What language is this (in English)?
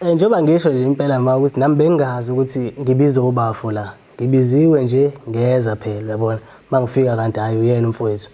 Zulu